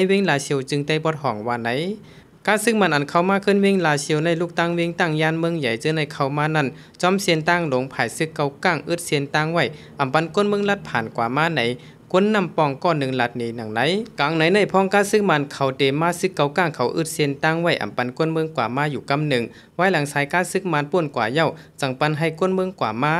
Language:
Shan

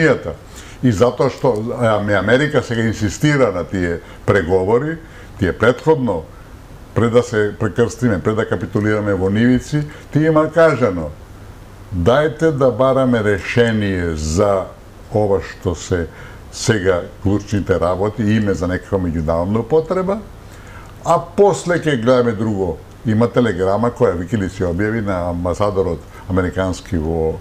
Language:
Macedonian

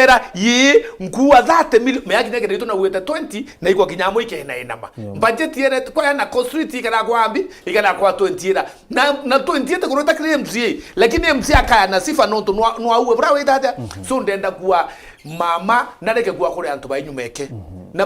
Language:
Meru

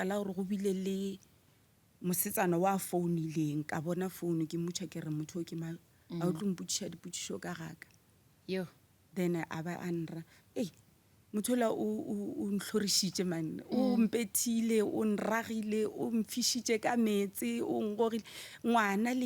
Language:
Northern Sotho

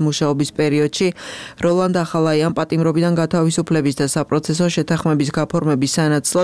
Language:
Georgian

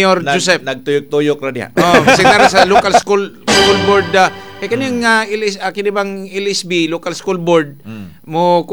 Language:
Cebuano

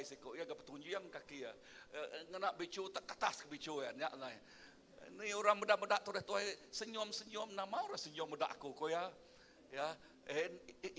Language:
Iban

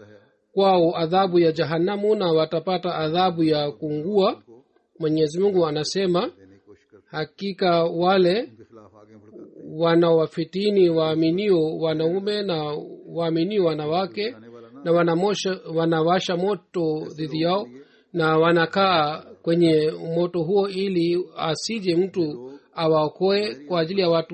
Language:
Swahili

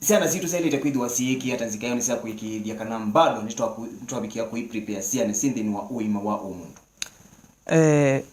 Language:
Kamba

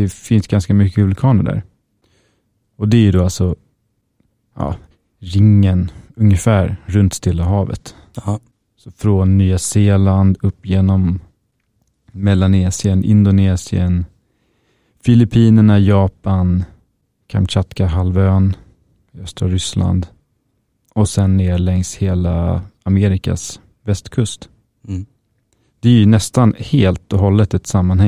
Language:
Swedish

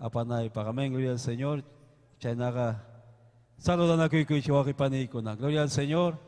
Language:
Ayacucho Quechua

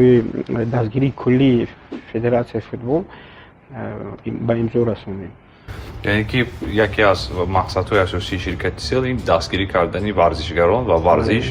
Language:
Tajik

